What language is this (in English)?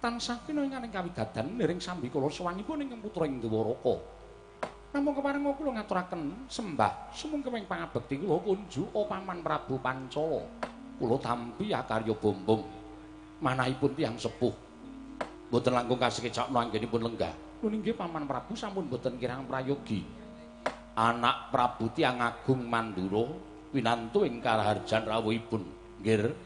Javanese